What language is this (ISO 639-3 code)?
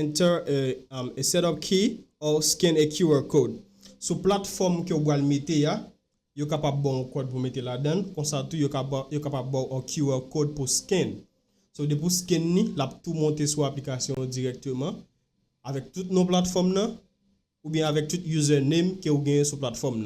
hat